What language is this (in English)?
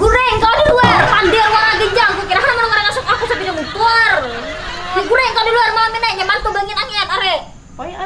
Banjar